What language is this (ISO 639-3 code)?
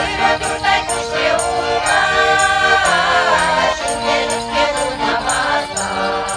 chv